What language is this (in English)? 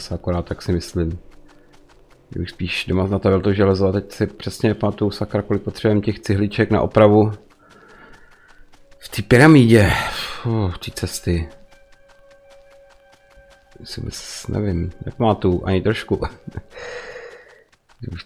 Czech